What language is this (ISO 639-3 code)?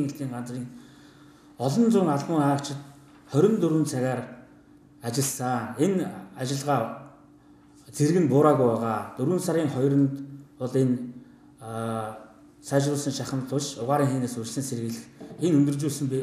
mon